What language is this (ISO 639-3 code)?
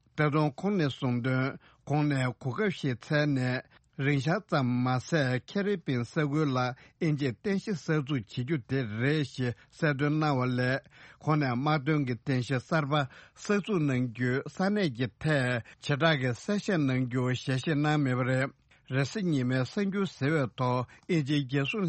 bod